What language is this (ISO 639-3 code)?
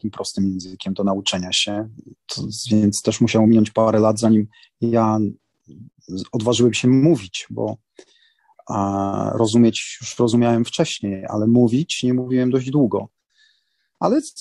pol